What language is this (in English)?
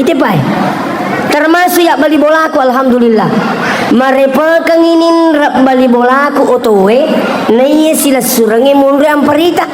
Buginese